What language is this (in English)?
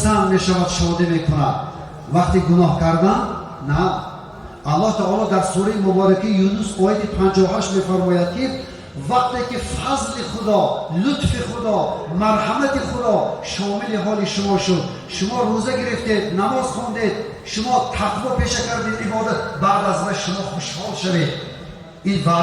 Tajik